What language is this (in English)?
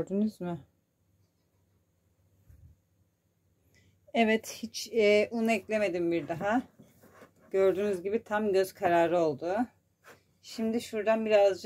Turkish